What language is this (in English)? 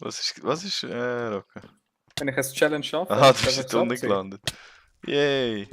Swiss German